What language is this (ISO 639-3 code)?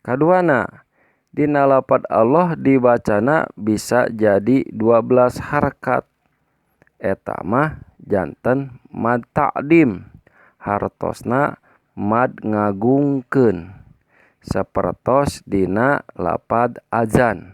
sun